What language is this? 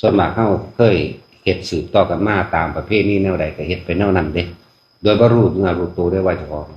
Northeastern Thai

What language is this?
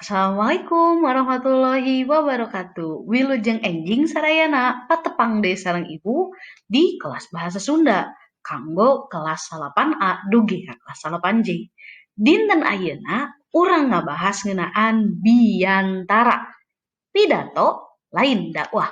Sundanese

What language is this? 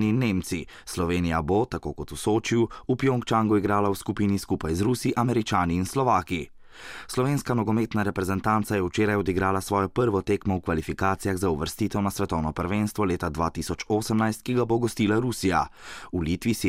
Slovenian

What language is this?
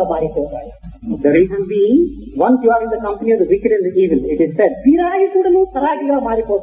Telugu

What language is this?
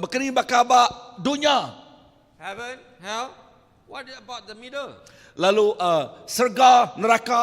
Iban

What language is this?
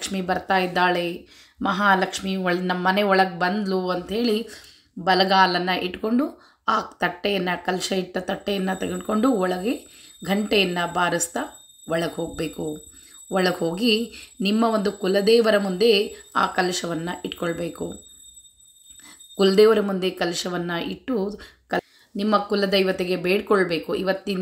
Kannada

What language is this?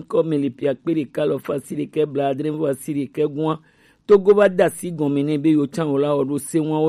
Gen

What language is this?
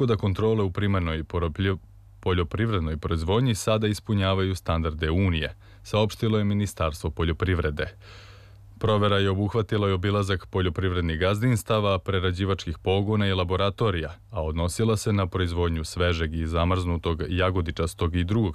Serbian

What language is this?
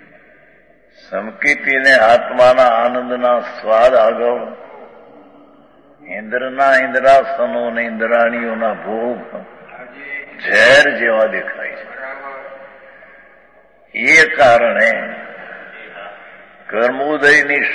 Gujarati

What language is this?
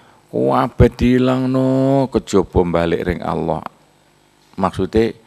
Javanese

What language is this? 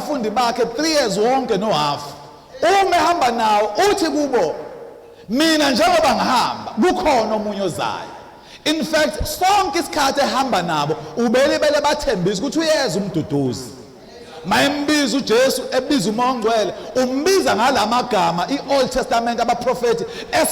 Zulu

